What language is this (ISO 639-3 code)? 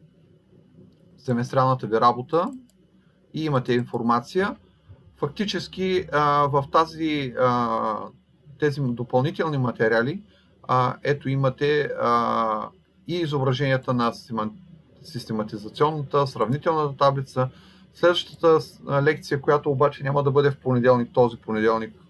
bul